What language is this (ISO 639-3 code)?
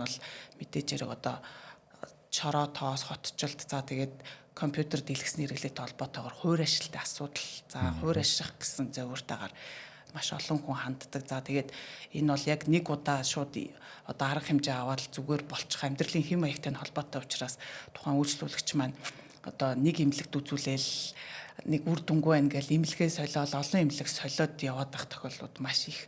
mon